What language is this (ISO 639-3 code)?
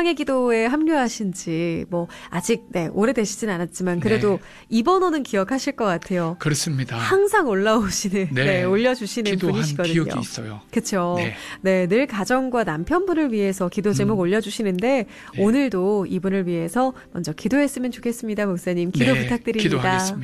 kor